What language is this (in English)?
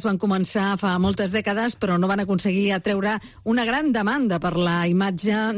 Catalan